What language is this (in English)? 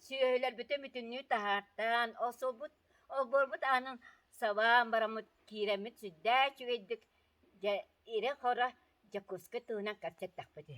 Yakut